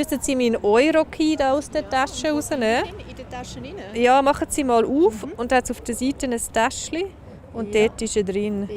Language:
Swiss German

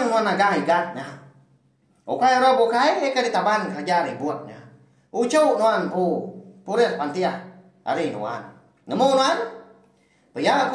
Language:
Iban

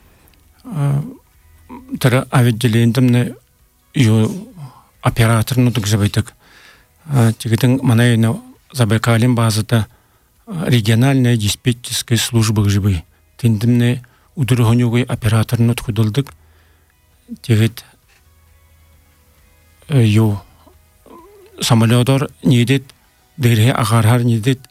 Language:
Buriat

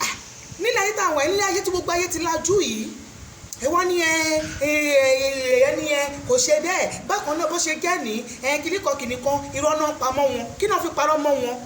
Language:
Yoruba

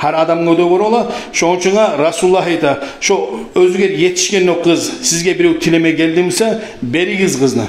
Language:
Kumyk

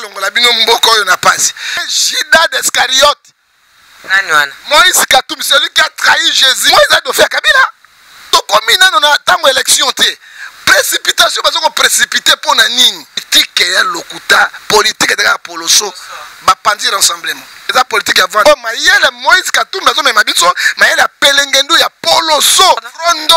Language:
Lingala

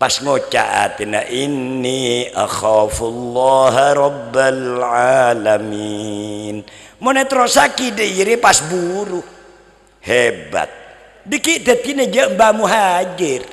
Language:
Madurese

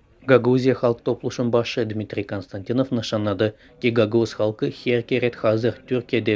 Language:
Gagauz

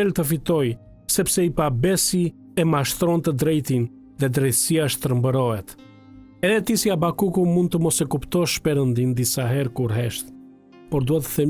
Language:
Albanian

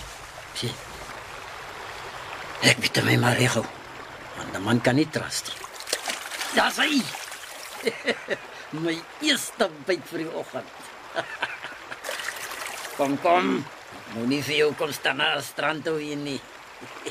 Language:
Afrikaans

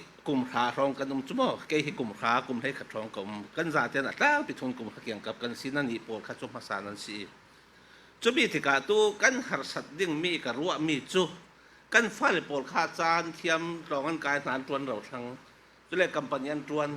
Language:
Falam Chin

